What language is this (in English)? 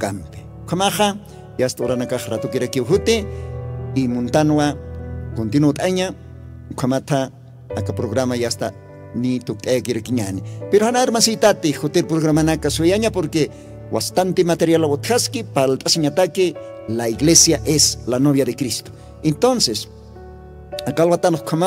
Aymara